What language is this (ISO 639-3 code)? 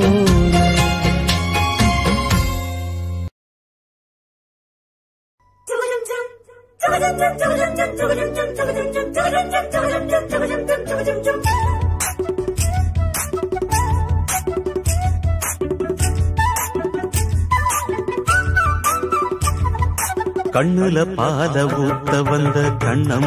tam